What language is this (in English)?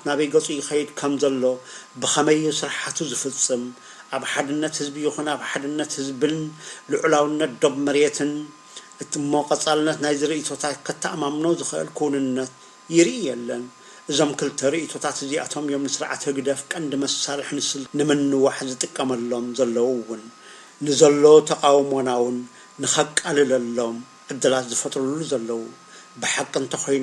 Tigrinya